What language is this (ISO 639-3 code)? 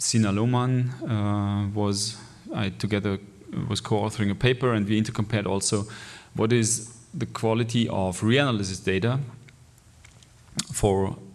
eng